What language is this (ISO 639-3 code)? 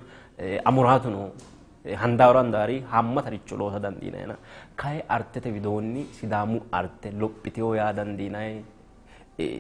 sid